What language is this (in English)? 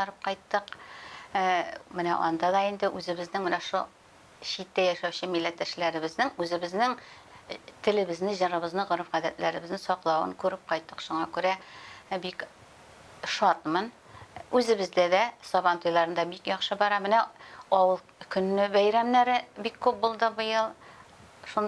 Tatar